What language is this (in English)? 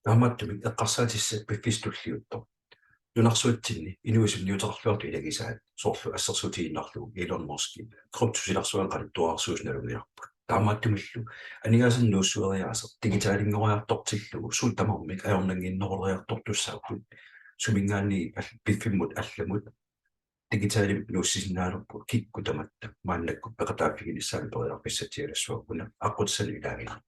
Kalaallisut